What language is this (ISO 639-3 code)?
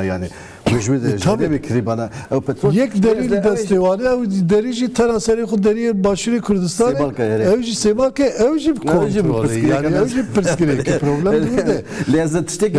kur